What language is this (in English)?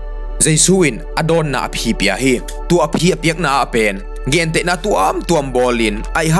Tedim Chin